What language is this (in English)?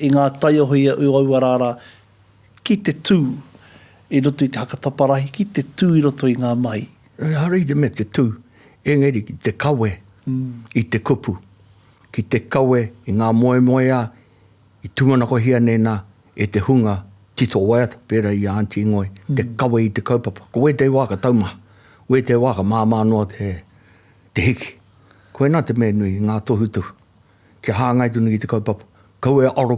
Māori